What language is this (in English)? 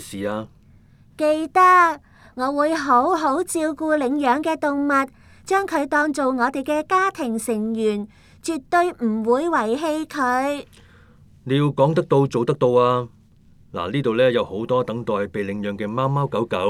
Cantonese